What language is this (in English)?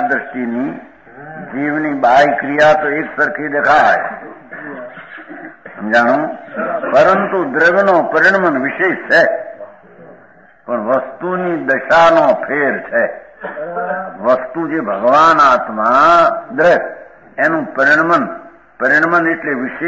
Gujarati